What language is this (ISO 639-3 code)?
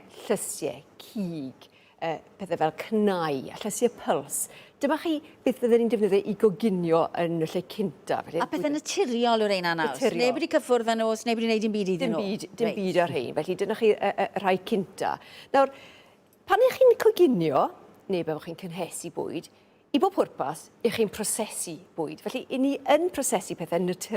cym